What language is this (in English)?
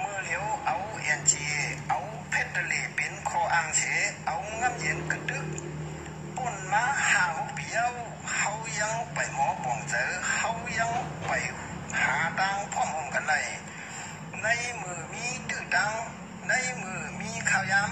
Shan